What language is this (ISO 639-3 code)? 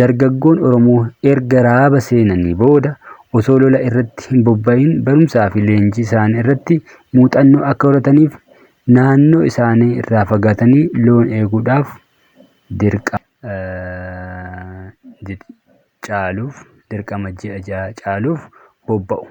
orm